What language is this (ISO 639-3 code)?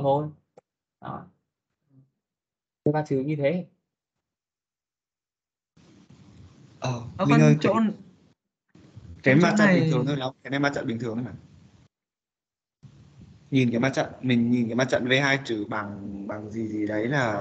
vie